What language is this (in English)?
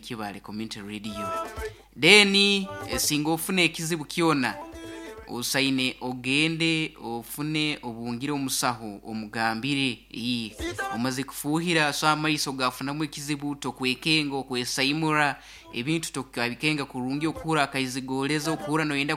Nyoro